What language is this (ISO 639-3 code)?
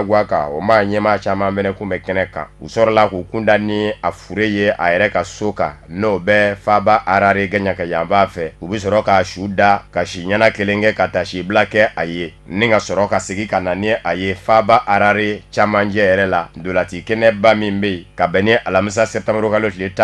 bam